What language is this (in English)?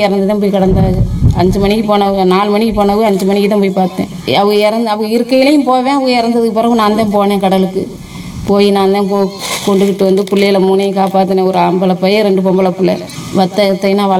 Tamil